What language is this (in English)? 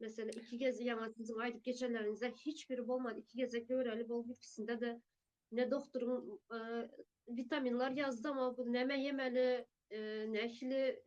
Turkmen